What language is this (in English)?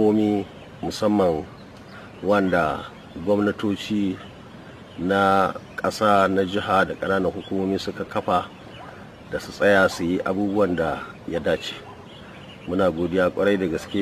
Hausa